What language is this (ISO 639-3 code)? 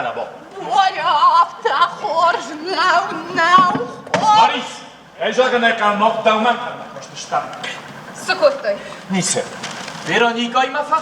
oss